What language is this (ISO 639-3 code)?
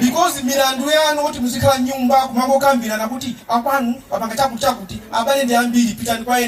nya